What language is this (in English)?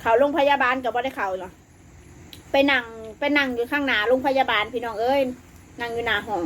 Northeastern Thai